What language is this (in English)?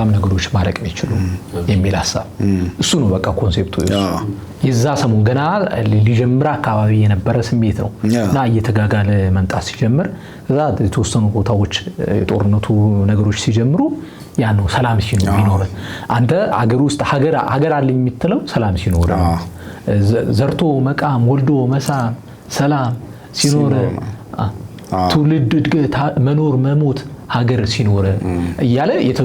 Amharic